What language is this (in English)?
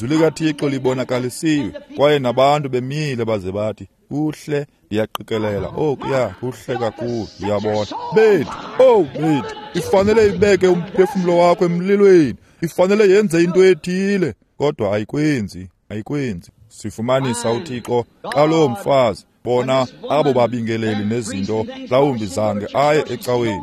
Xhosa